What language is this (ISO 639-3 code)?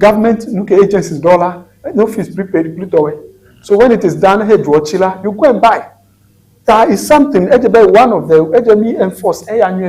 ewe